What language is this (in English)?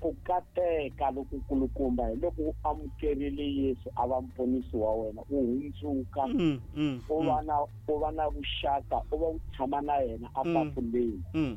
Tsonga